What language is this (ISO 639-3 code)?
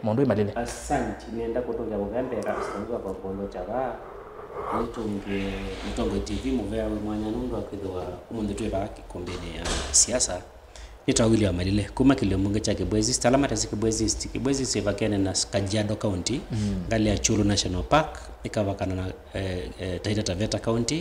kam